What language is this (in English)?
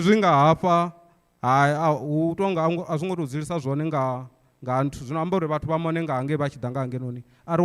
Venda